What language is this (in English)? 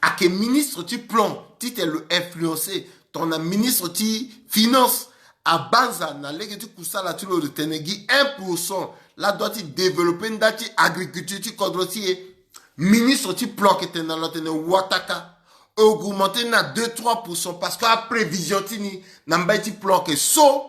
Sango